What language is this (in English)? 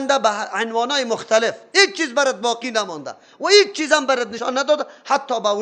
Persian